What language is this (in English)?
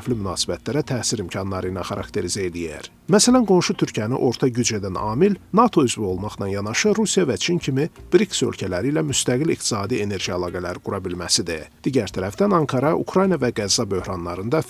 Azerbaijani